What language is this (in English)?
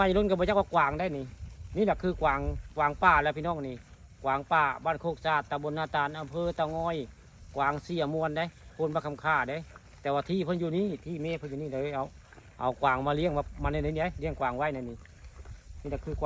Northeastern Thai